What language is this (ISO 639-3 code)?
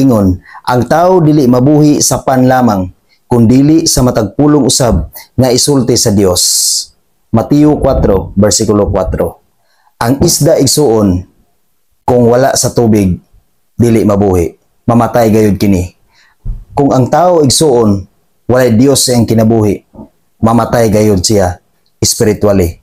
ceb